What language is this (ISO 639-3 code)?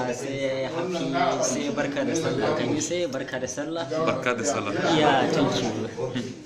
hau